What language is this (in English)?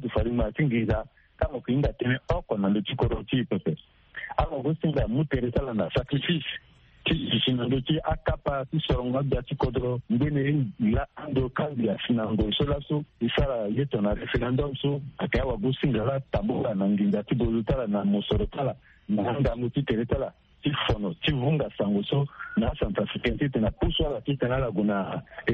Sango